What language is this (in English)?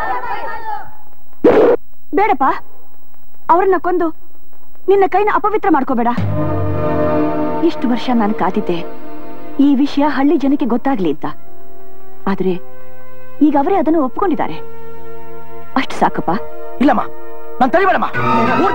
Kannada